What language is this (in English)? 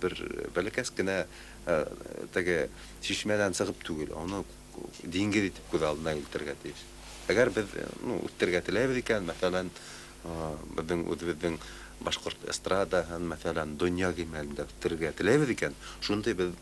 Bashkir